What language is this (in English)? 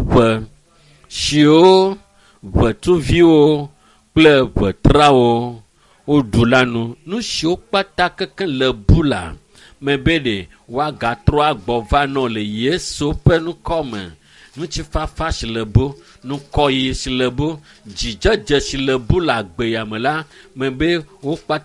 Ewe